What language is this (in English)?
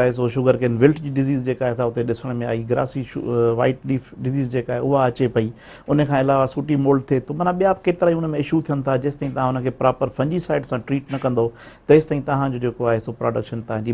Sindhi